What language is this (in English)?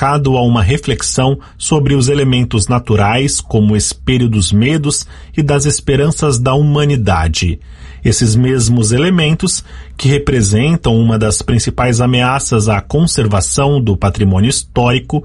Portuguese